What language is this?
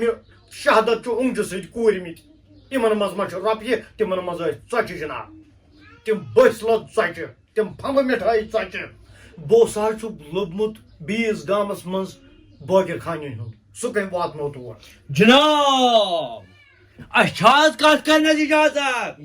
Kashmiri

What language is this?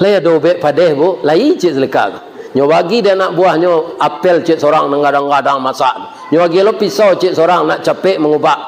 Minangkabau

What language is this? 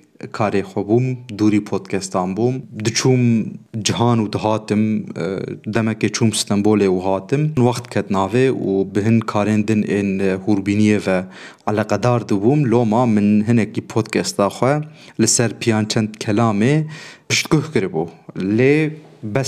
Kurdish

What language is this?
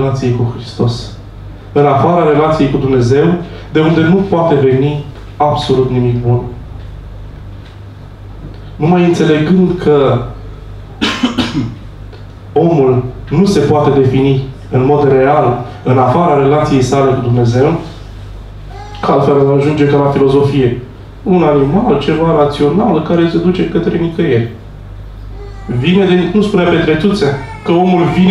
Romanian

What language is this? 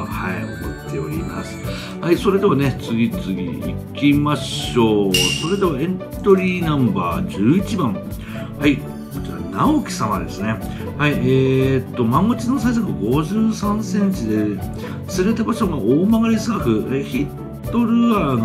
Japanese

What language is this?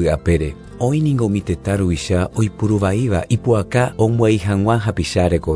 Guarani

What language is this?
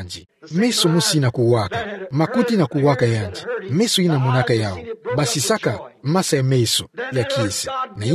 Kituba (Democratic Republic of Congo)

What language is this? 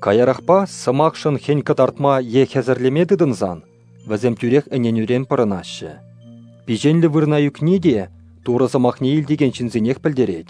Chuvash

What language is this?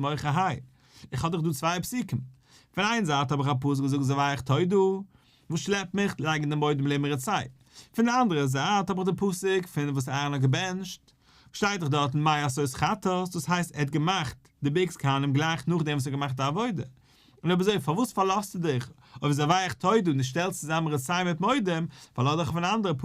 Yiddish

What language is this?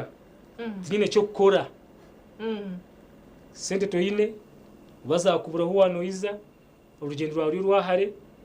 Nyankole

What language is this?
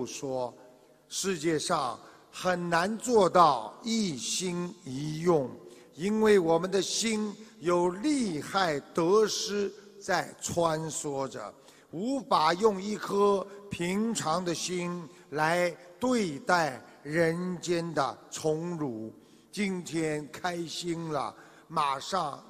Chinese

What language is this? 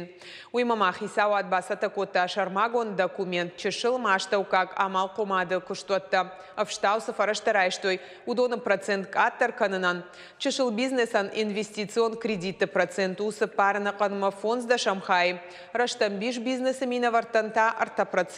Ossetic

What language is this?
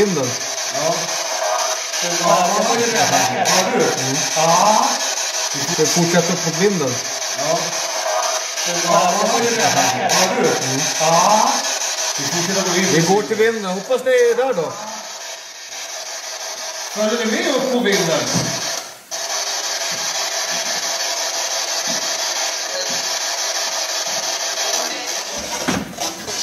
Swedish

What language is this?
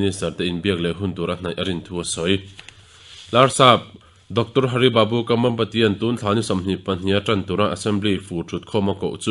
Mizo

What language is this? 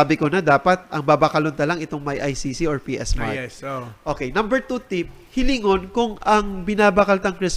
Bikol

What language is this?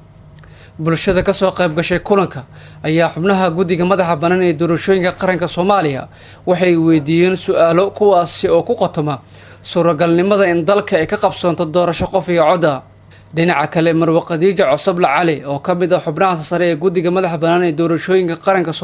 Somali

